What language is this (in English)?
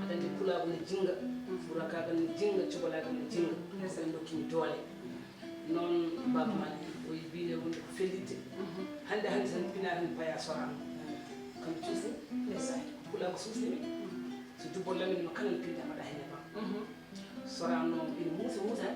Fula